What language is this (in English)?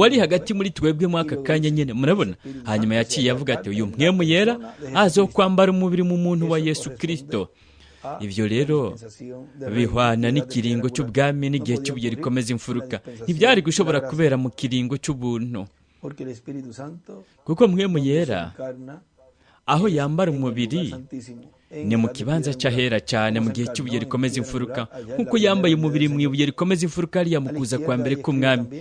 Rundi